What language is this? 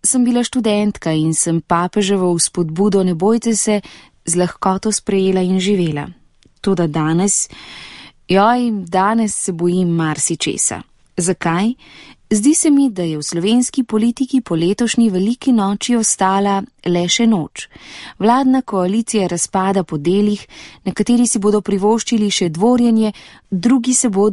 Slovenian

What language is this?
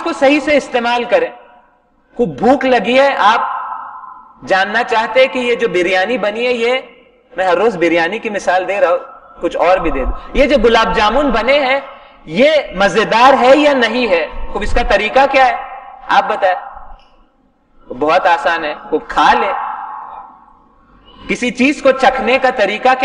Urdu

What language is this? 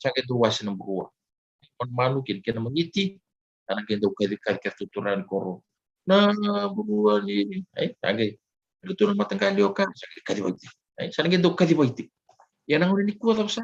Fijian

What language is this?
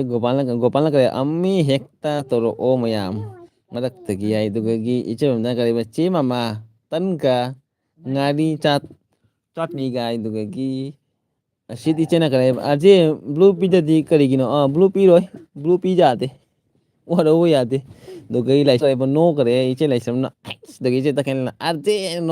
Manipuri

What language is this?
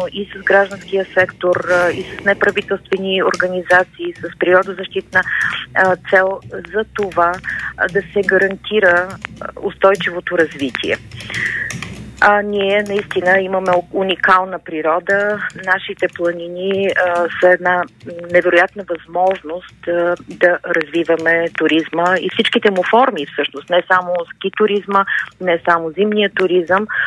Bulgarian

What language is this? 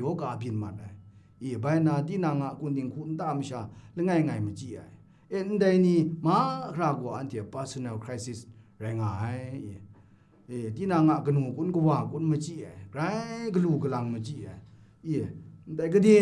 Kachin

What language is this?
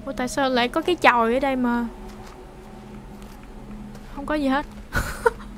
Vietnamese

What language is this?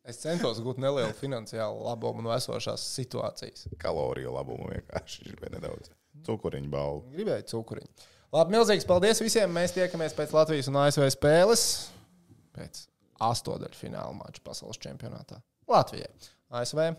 Latvian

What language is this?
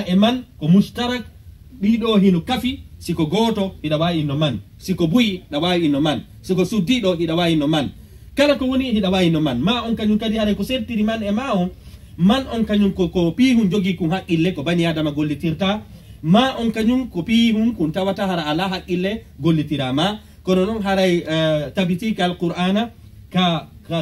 Pular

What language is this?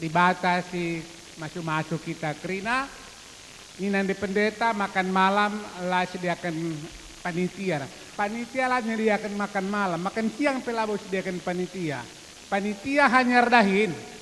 Batak Karo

